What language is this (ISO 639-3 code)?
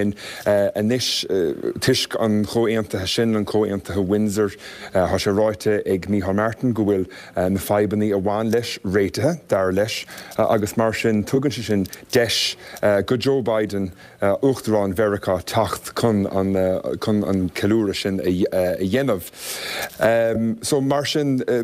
gle